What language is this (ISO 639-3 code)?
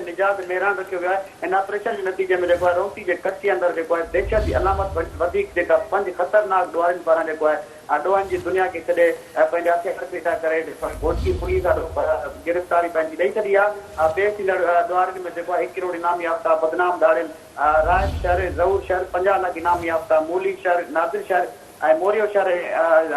snd